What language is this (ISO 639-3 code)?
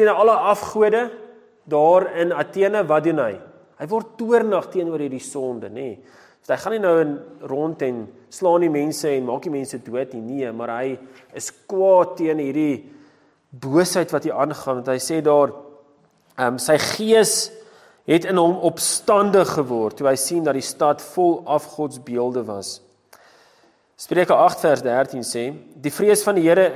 afr